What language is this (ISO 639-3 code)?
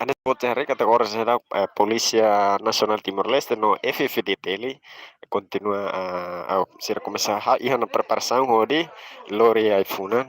tet